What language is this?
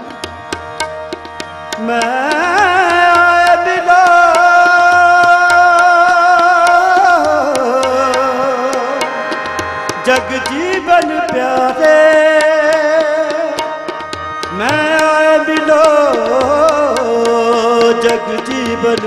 Punjabi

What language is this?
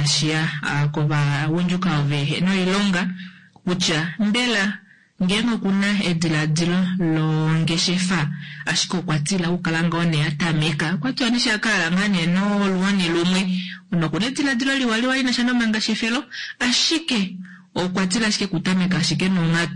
Kuanyama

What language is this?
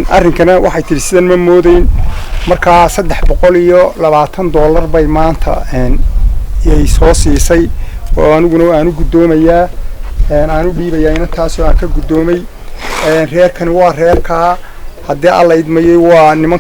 Somali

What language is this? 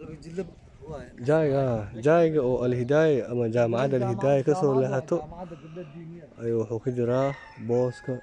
Somali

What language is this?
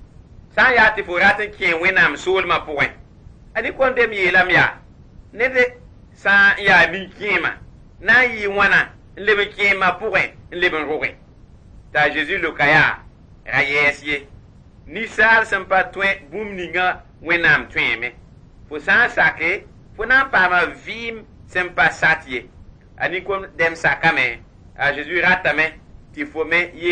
Mossi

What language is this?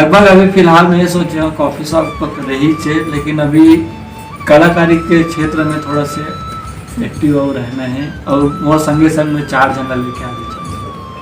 Chhattisgarhi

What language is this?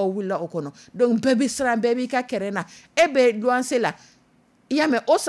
Dyula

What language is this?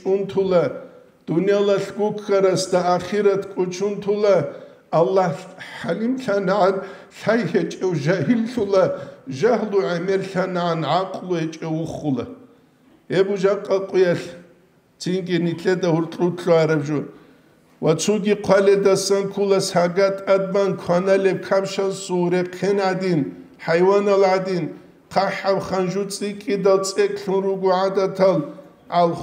Avaric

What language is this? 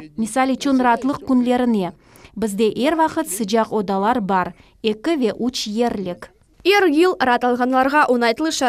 Crimean Tatar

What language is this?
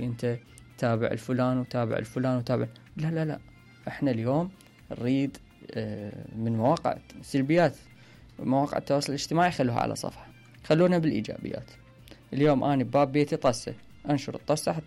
Mesopotamian Arabic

